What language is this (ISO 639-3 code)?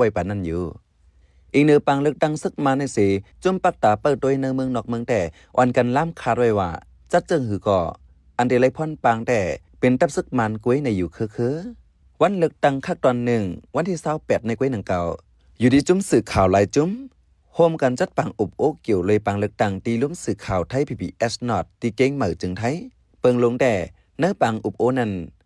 shn